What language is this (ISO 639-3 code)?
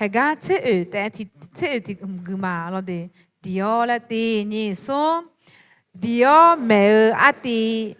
ahk